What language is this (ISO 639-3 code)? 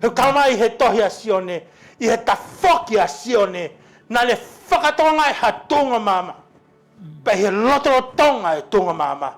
ton